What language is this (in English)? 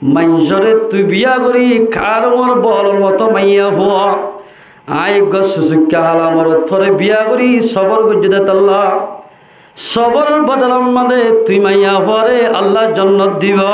Rohingya